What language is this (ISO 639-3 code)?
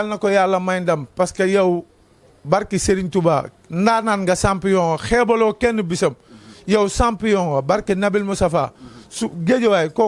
wol